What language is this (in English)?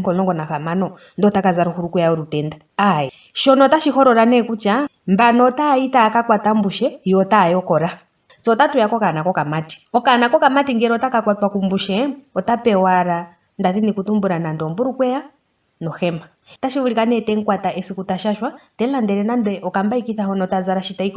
Ndonga